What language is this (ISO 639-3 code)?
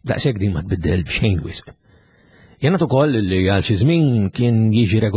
mlt